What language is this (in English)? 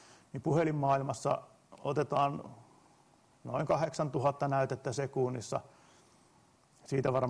Finnish